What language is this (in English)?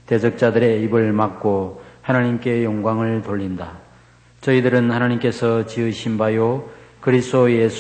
Korean